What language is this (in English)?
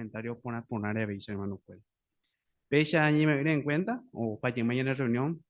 Guarani